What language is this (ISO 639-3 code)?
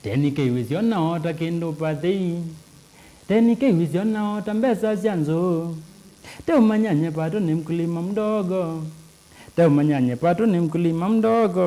kam